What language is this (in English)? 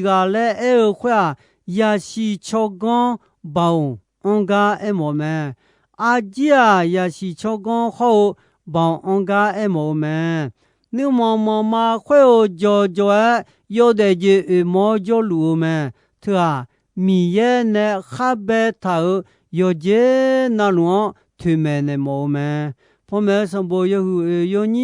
Akha